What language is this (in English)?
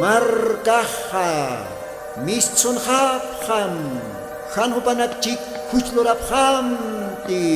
Aymara